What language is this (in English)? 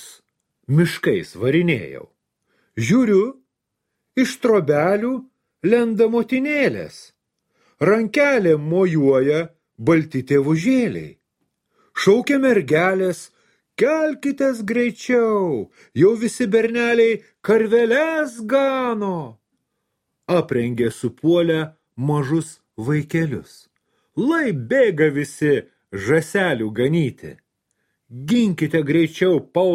Lithuanian